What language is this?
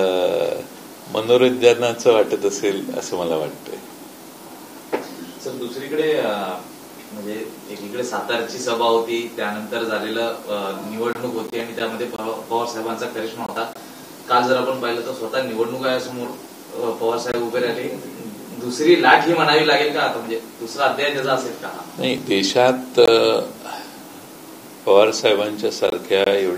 Marathi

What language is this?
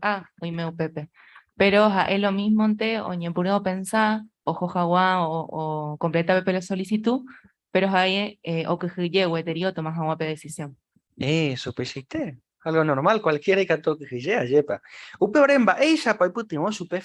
Guarani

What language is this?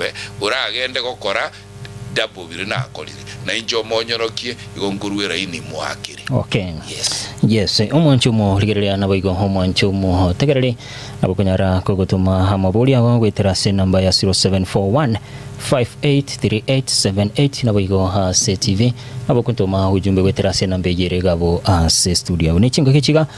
Gusii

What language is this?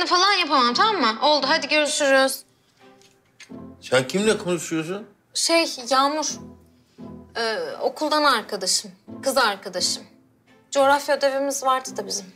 Turkish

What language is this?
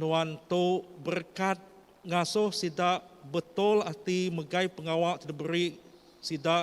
Iban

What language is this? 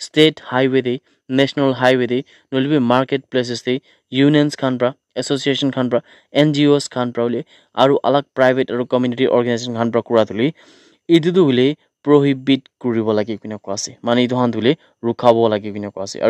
Naga Pidgin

